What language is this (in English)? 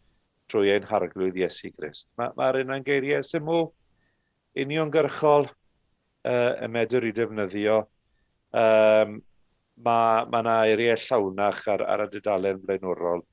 Welsh